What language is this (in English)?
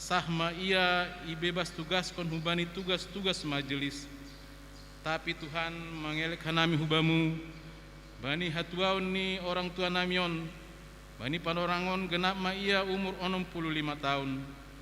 Batak Simalungun